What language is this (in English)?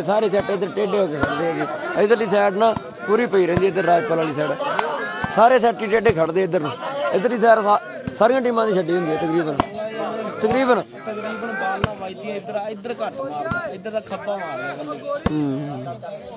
Punjabi